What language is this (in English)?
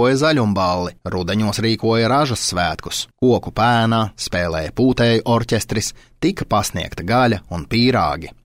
Latvian